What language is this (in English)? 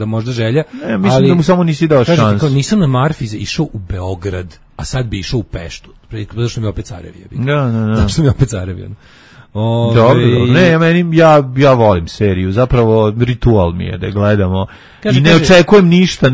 Serbian